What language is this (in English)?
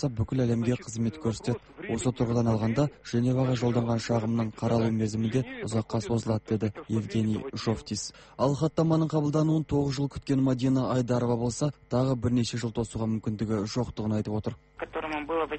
Kazakh